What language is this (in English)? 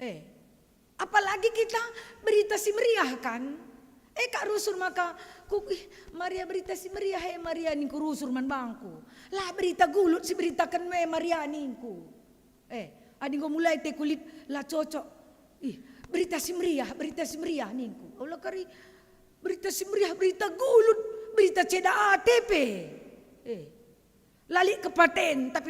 Batak Karo